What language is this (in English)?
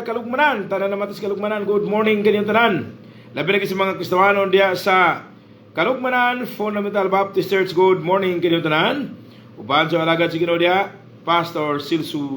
Cebuano